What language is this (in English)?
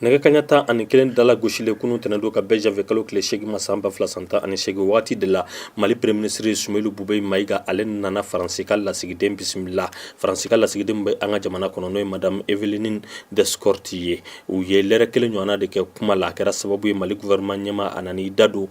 Bambara